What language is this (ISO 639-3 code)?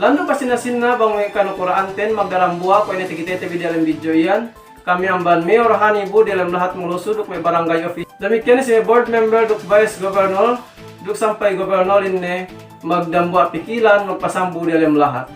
yka